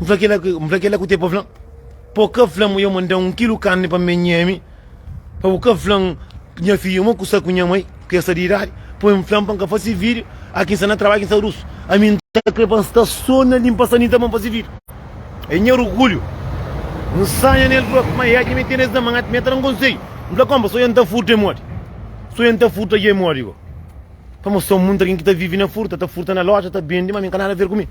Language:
Kabuverdianu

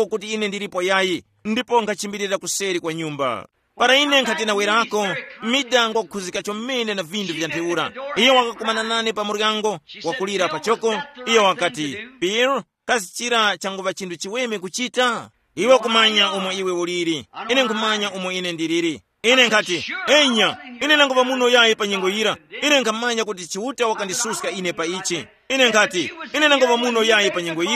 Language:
Tumbuka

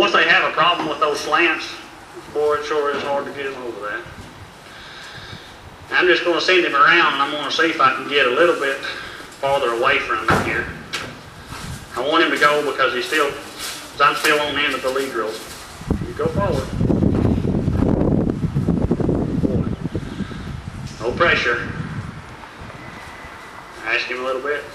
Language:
English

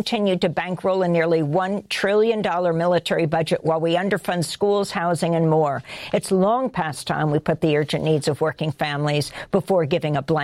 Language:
English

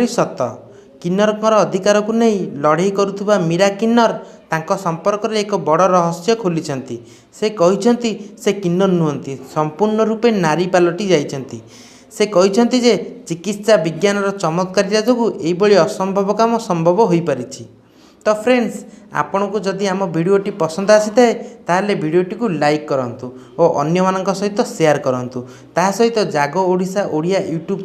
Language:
Odia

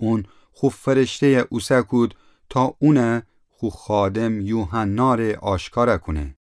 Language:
Gilaki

